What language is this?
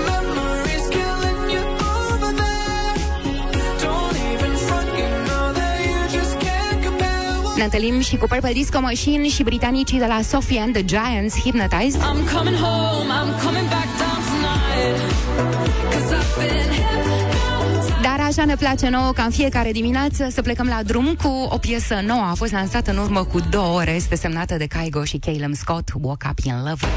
Romanian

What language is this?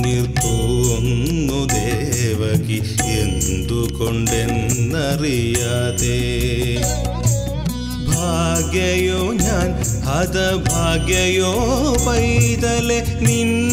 Malayalam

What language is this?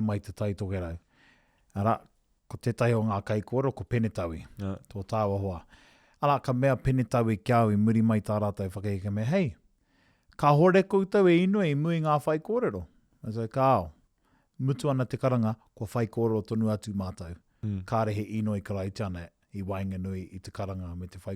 Māori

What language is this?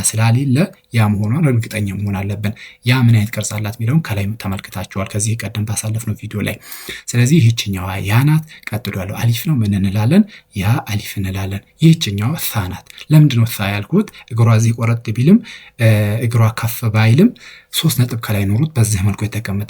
Amharic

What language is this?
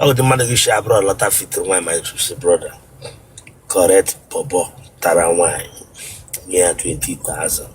Igbo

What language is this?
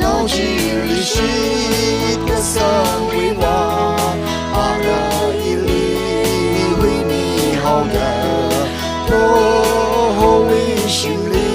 Tangkhul Naga (India)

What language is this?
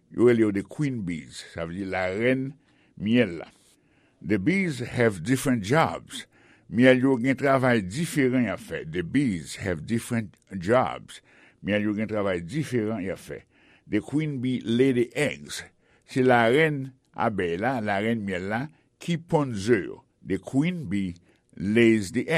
Haitian Creole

